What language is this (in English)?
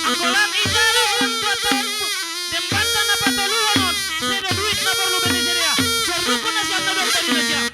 Batak Simalungun